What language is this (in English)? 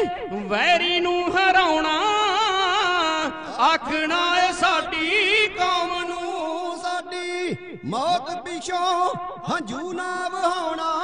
Punjabi